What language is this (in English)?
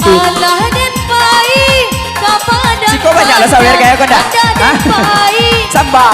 Minangkabau